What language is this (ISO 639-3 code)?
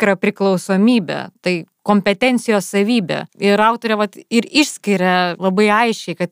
lit